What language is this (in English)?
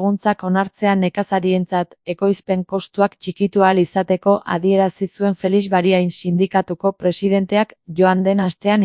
Basque